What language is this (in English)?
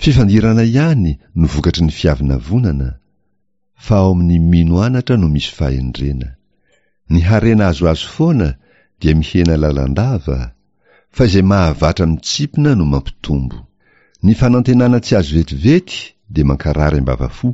Malagasy